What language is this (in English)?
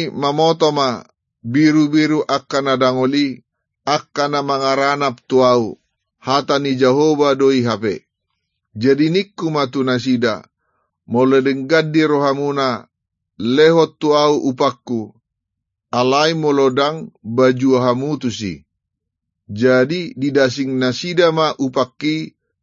Batak Toba